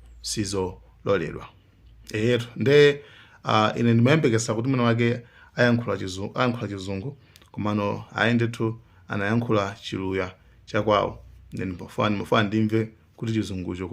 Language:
Nyanja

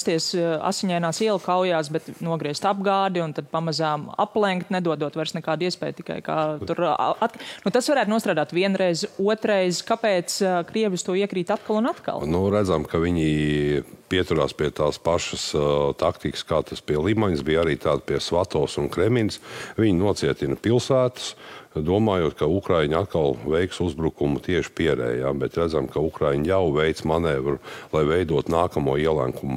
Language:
Latvian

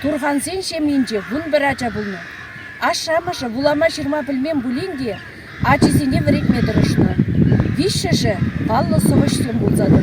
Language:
Chuvash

